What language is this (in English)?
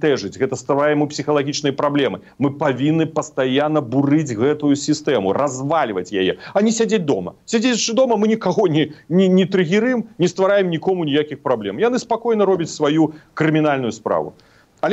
Belarusian